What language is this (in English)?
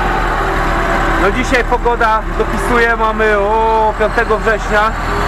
Polish